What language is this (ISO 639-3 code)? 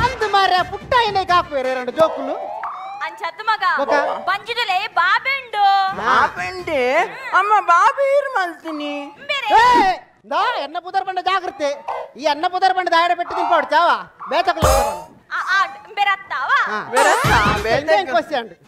tcy